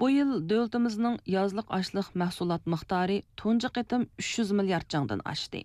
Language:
Uyghur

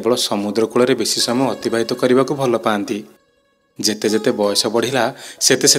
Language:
Odia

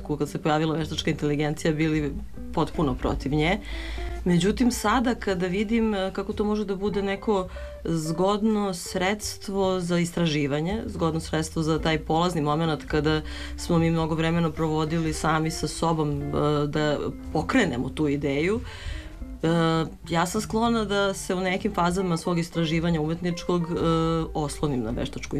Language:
Serbian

